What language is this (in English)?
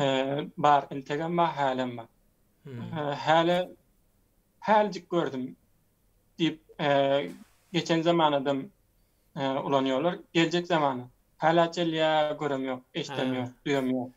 Turkmen